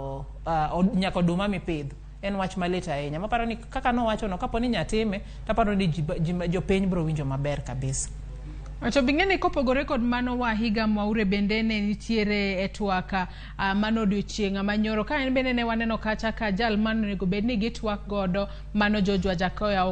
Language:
Luo (Kenya and Tanzania)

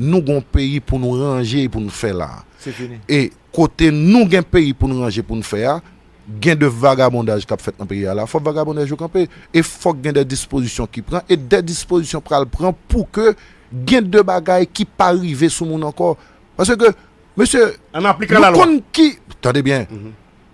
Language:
Haitian Creole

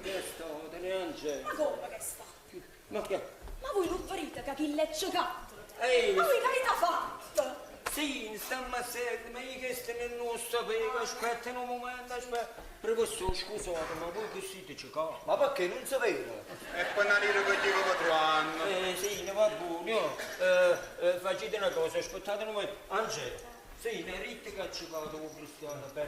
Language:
Neapolitan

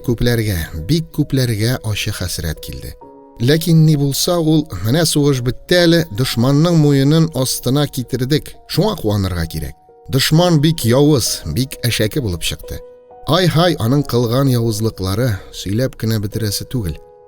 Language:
Tatar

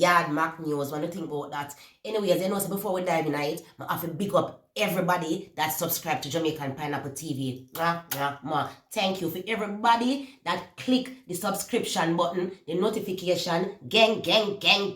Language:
Jamaican Creole English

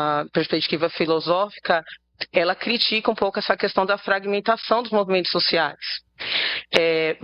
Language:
Portuguese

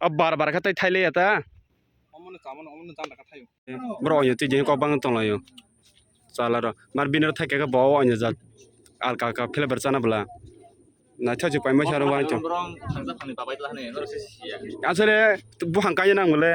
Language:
Kok Borok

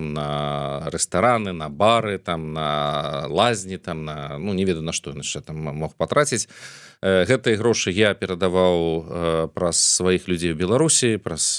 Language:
Belarusian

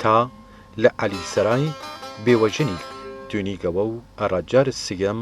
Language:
Southern Kurdish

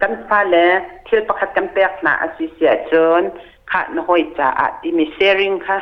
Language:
Hakha Chin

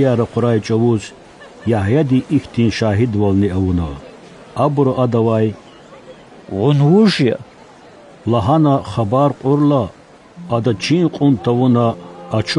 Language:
Lezghian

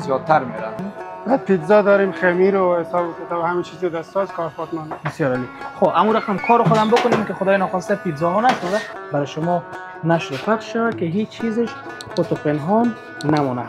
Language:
Persian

